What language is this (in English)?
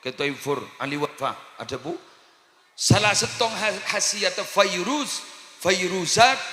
Madurese